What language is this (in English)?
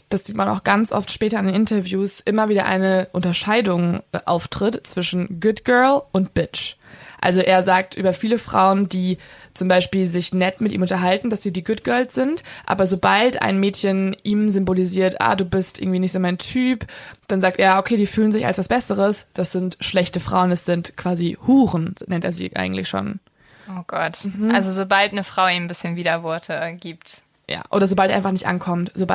German